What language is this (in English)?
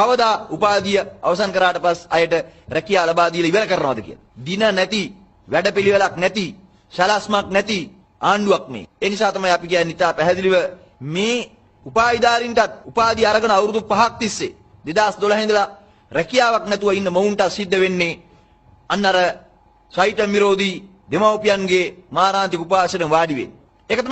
Sinhala